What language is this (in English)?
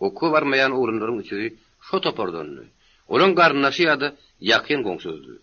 Turkmen